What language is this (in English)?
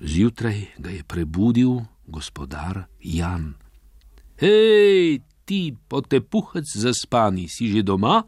Slovenian